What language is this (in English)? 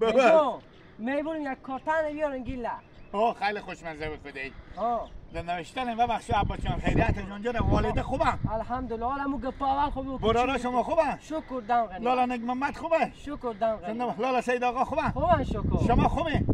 Hazaragi